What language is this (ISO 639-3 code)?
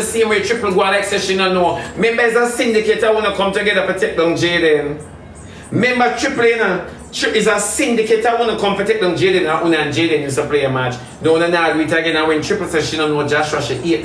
jam